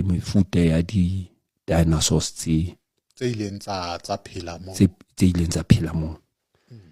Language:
Southern Sotho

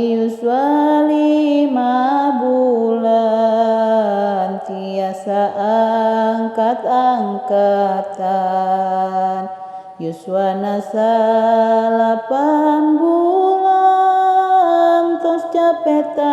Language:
Sundanese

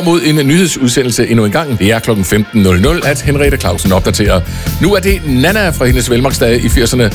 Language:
Danish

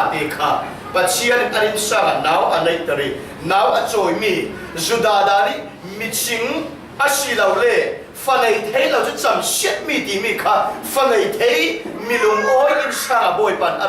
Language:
Falam Chin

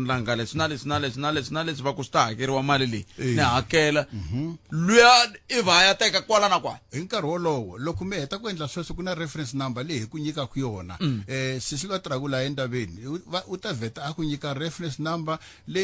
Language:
Tsonga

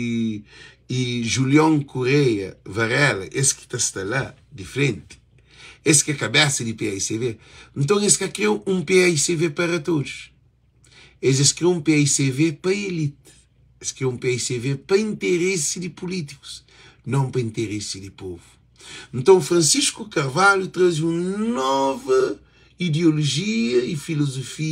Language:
Kabuverdianu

